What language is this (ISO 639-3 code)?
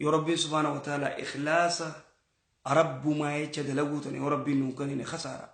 orm